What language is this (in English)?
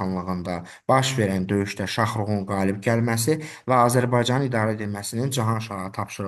Azerbaijani